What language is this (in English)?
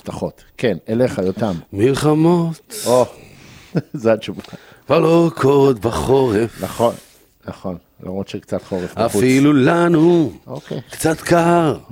Hebrew